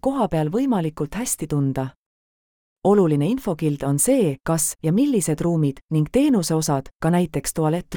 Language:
Estonian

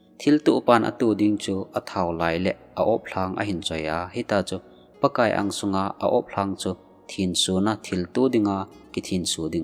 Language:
Thado Chin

